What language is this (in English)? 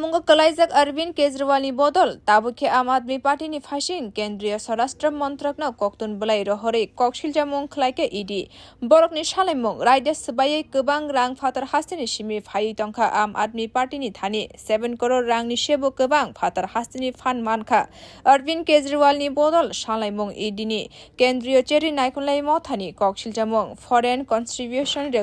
Kok Borok